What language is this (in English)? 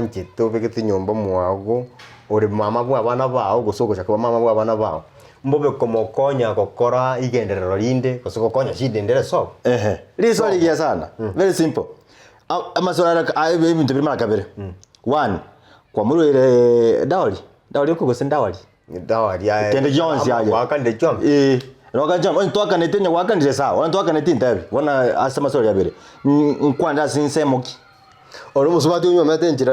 Gusii